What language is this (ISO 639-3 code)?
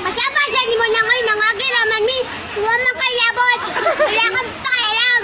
ceb